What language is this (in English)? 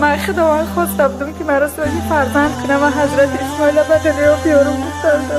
Tajik